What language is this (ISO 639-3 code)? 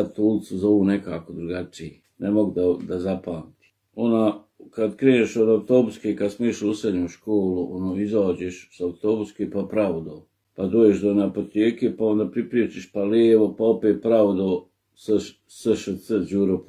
bos